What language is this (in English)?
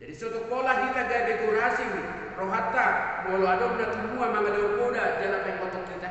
Batak Toba